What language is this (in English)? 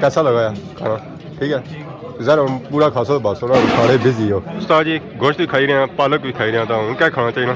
Pahari-Potwari